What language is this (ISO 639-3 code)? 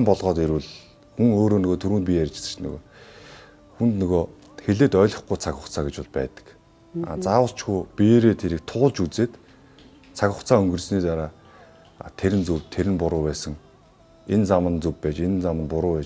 mon